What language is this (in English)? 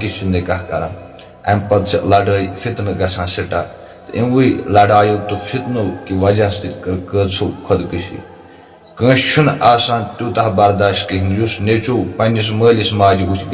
Kashmiri